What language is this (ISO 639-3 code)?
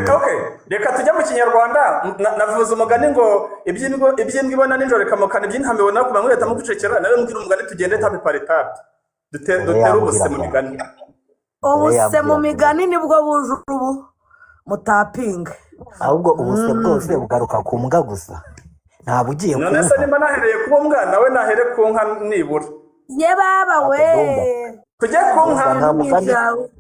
kin